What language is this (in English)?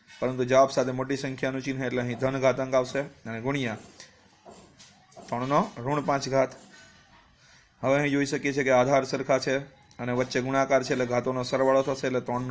Gujarati